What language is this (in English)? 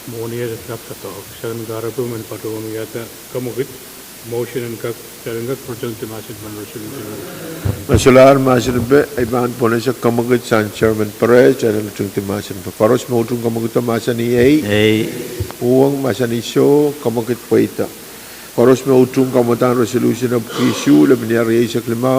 Pohnpeian